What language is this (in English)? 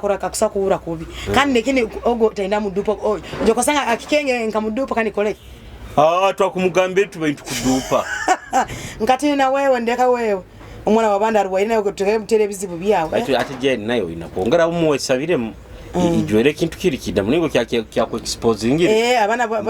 Nyoro